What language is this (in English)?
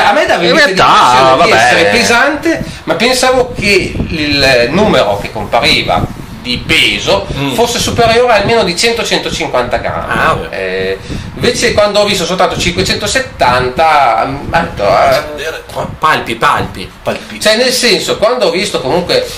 Italian